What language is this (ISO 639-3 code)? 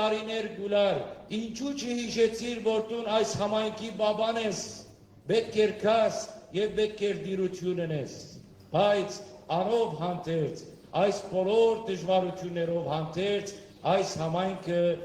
hyw